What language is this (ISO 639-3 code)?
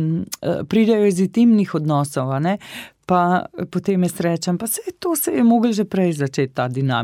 slv